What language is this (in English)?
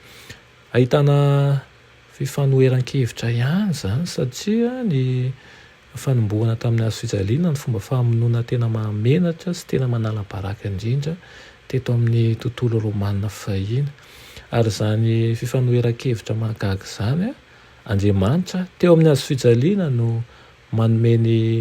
Malagasy